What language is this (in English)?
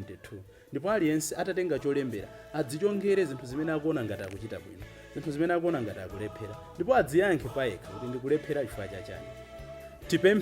Nyanja